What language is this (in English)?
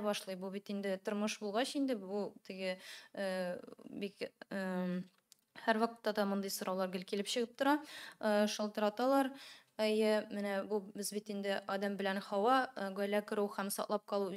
Tatar